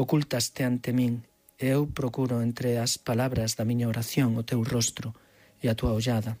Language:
Galician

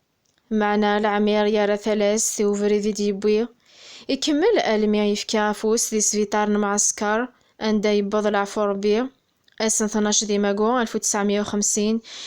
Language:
Kabyle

